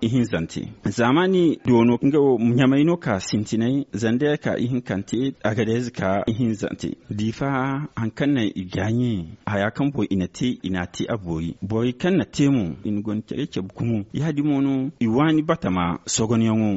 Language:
Zarma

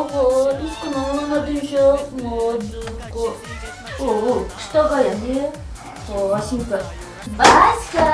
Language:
Chuvash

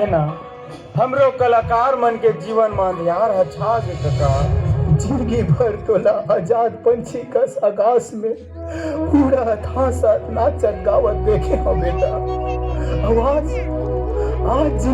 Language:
Chhattisgarhi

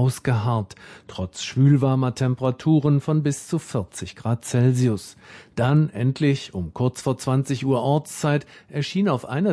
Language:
German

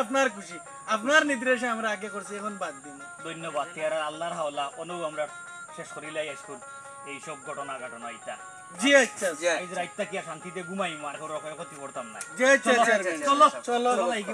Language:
Sylheti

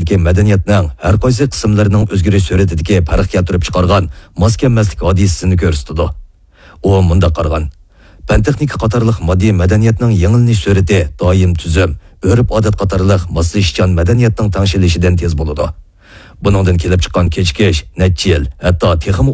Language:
Uyghur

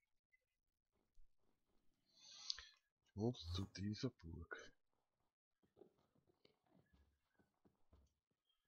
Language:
German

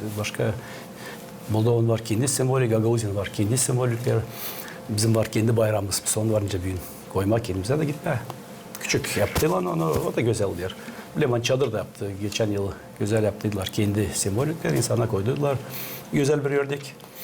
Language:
Gagauz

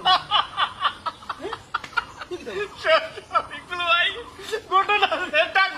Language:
Sylheti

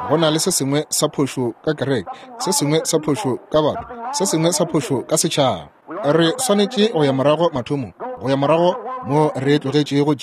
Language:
Northern Sotho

